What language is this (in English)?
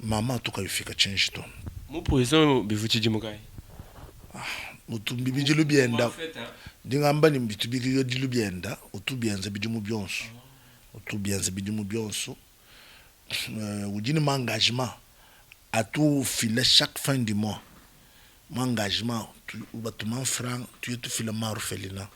Luba-Lulua